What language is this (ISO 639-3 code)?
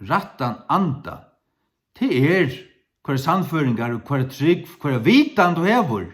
fao